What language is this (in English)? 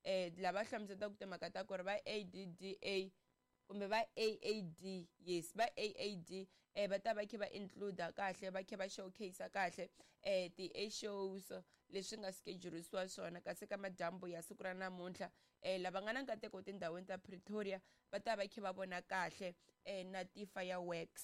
Tsonga